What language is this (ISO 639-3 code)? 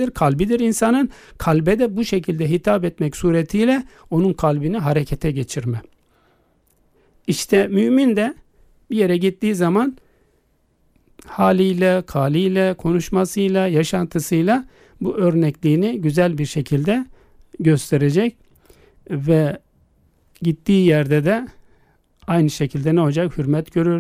tur